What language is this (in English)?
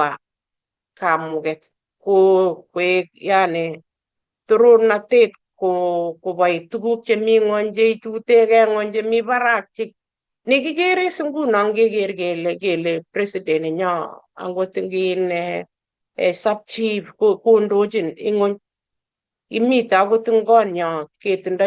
Kalenjin